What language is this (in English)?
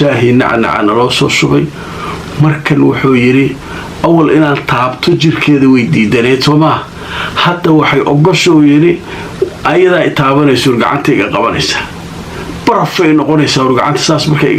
Somali